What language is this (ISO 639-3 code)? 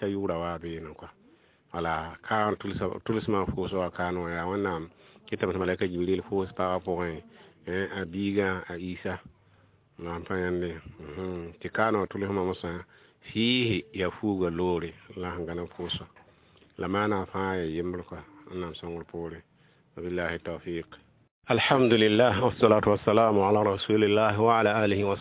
mos